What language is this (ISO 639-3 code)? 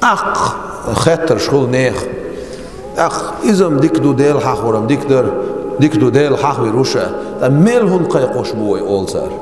che